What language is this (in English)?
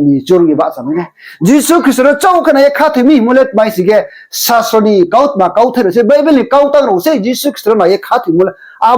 Riang (India)